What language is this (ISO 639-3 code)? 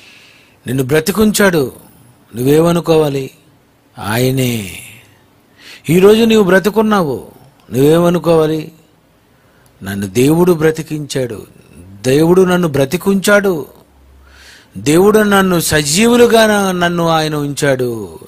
tel